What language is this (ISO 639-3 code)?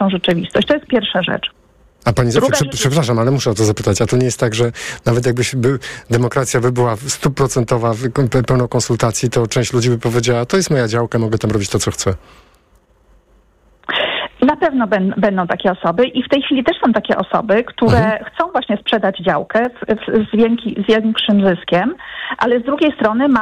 pol